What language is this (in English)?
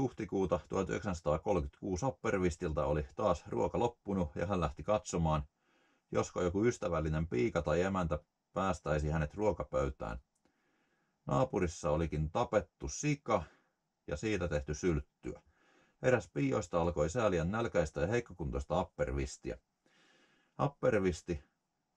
Finnish